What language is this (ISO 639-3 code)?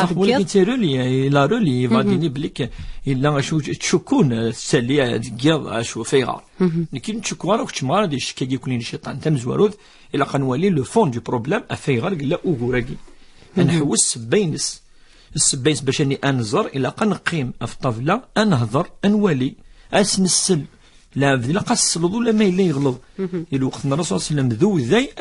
kab